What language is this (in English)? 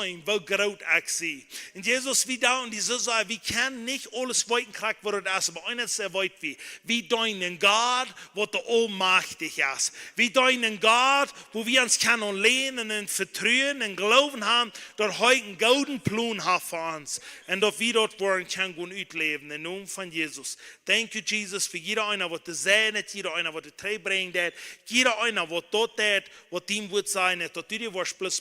Plautdietsch